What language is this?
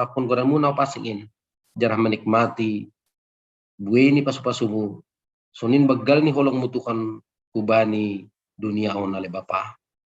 Batak Simalungun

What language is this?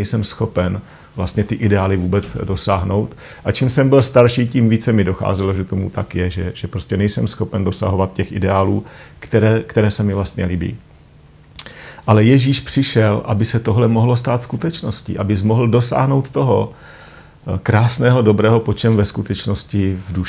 Czech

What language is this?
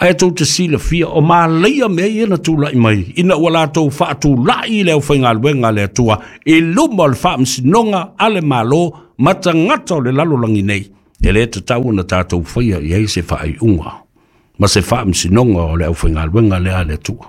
Samoan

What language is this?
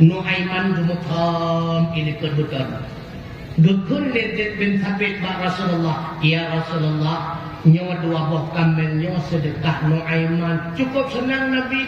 Achinese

